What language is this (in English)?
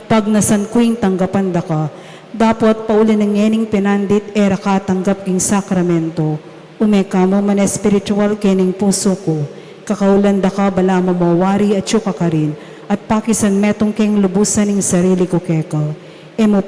Pampanga